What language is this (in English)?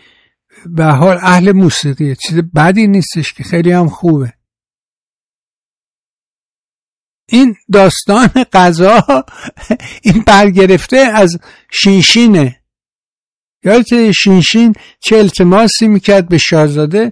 Persian